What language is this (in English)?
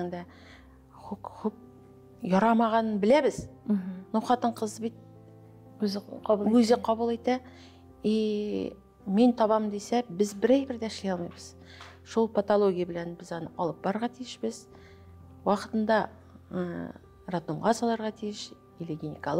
Tatar